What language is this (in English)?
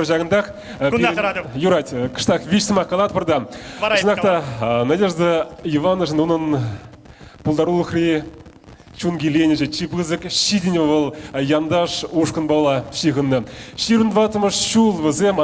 Chuvash